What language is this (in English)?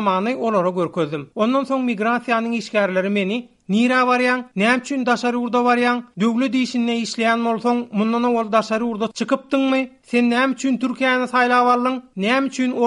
Turkmen